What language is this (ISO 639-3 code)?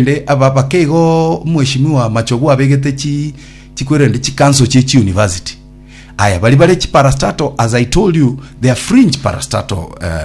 guz